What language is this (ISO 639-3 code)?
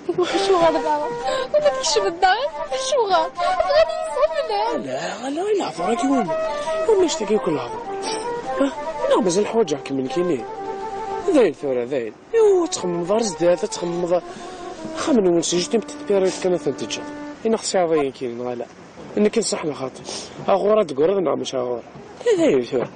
kab